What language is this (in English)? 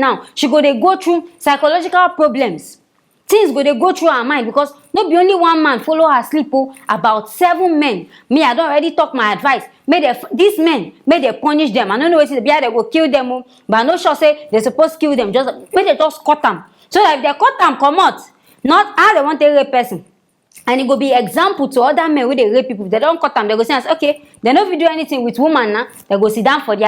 Nigerian Pidgin